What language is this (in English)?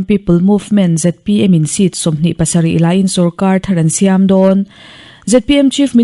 Mizo